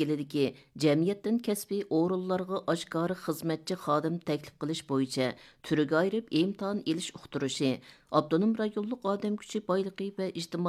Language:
Uyghur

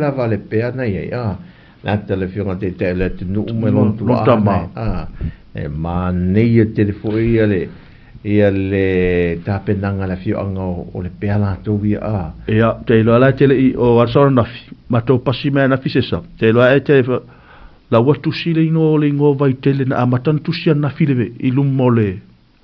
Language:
Samoan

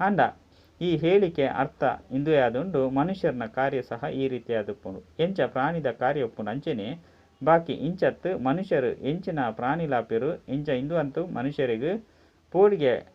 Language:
Tulu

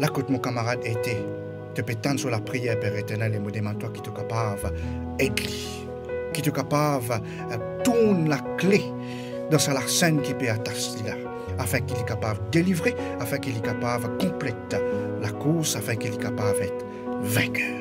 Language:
Morisyen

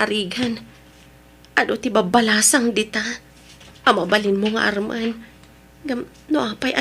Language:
Iloko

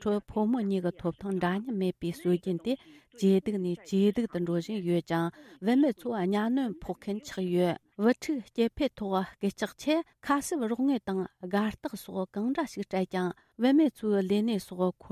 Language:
Tibetan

